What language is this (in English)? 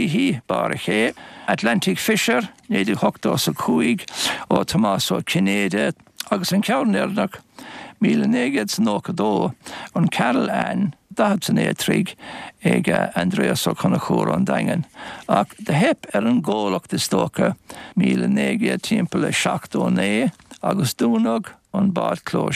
Irish